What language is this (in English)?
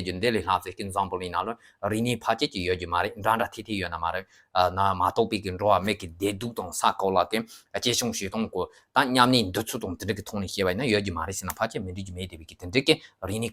Tibetan